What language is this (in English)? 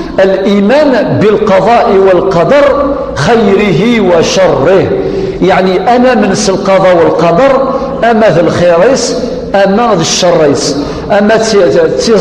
Kabyle